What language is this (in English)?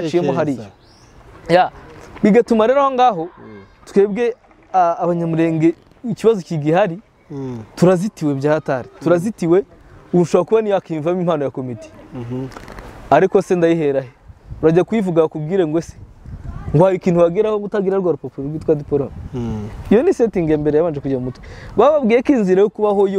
Kinyarwanda